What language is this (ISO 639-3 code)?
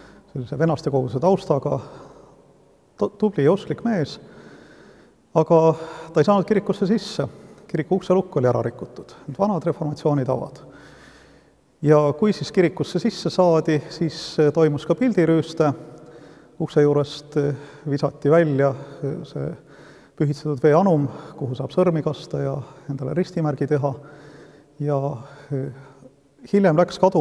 est